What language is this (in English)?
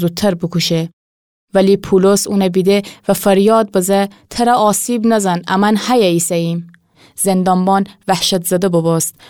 Gilaki